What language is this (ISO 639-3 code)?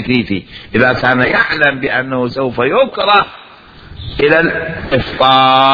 acm